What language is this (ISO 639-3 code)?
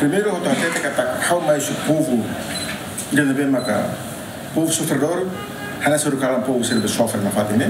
tet